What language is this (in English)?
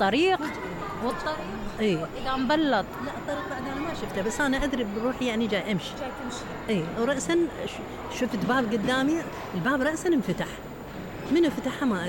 Mesopotamian Arabic